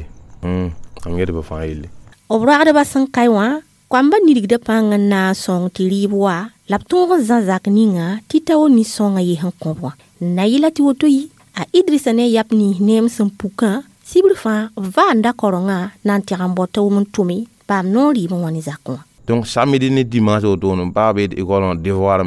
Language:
Mossi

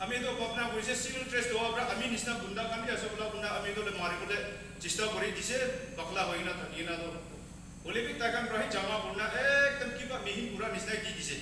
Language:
Naga Pidgin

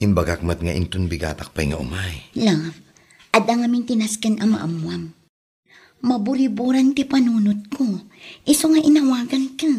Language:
Iloko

